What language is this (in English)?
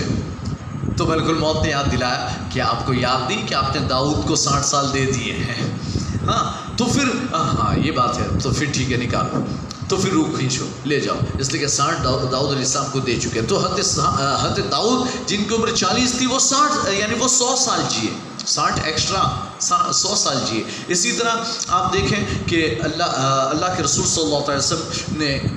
Urdu